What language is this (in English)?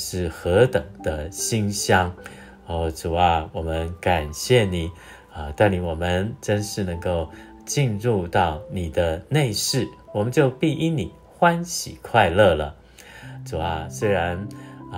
Chinese